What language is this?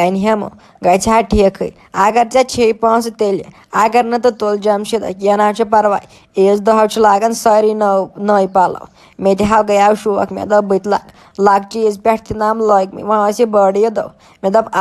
Kashmiri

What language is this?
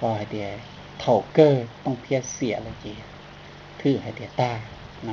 Hmong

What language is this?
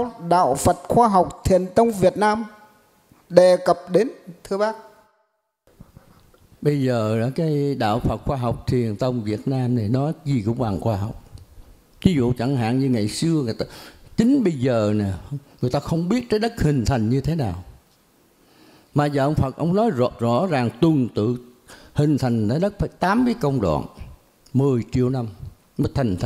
Vietnamese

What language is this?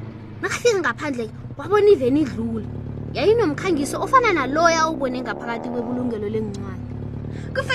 South Ndebele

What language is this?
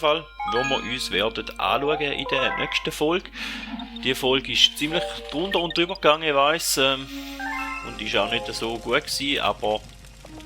Swiss German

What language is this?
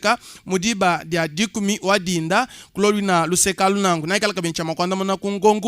Luba-Lulua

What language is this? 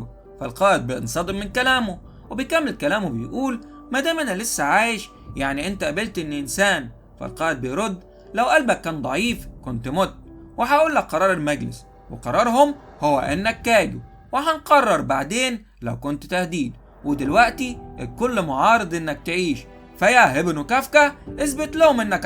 Egyptian Arabic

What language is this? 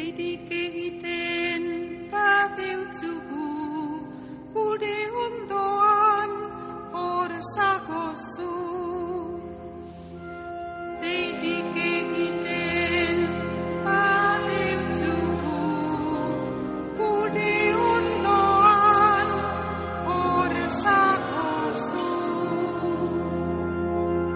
Basque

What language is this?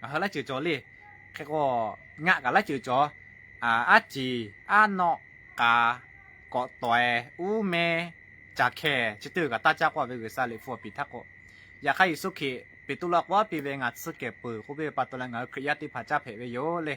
Lahu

